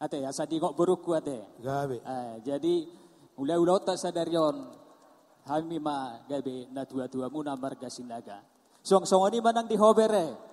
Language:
Batak Toba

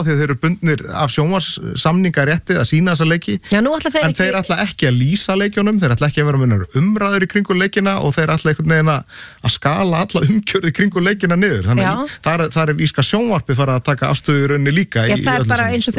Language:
Icelandic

